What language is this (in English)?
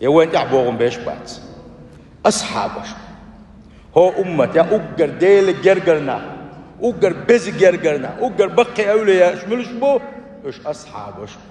Chechen